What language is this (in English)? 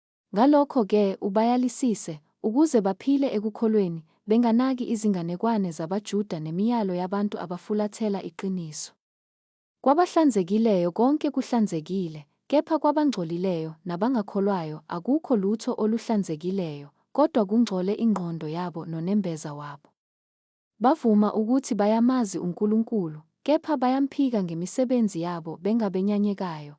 Zulu